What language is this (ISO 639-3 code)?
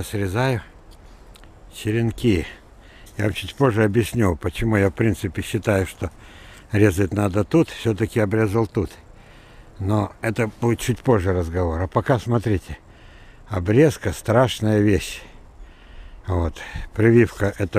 rus